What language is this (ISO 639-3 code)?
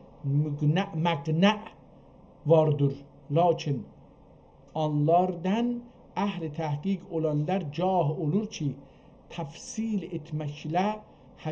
azb